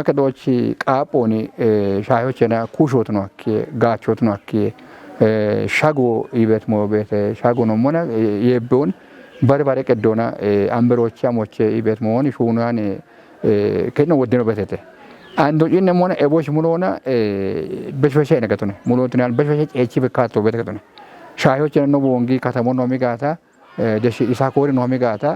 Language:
Kafa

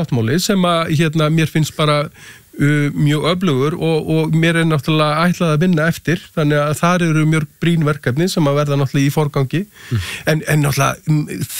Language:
Icelandic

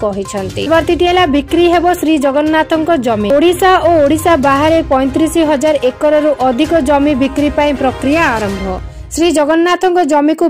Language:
Odia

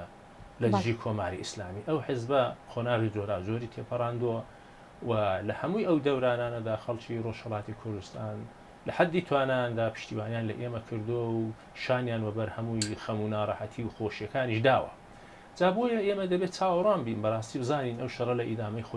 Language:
Central Kurdish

